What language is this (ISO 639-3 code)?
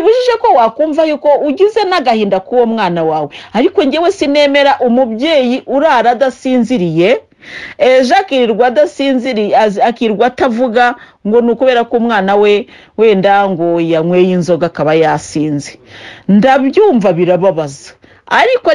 kin